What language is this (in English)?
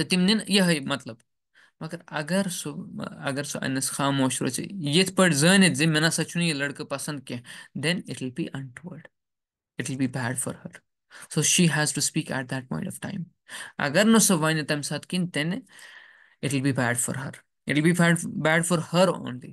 Kashmiri